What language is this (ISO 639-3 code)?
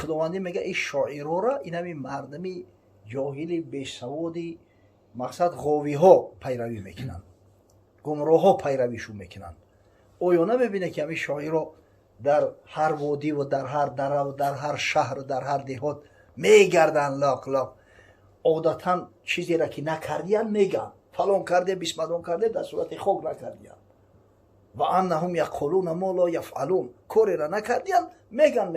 tgk